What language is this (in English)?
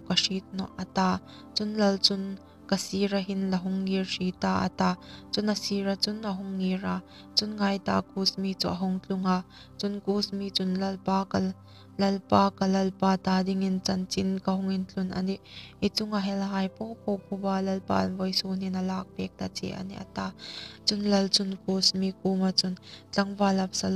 Hmar